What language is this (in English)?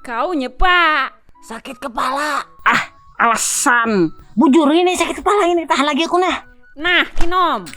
Banjar